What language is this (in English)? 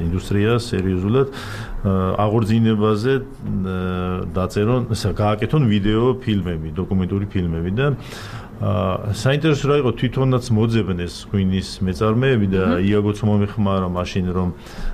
Georgian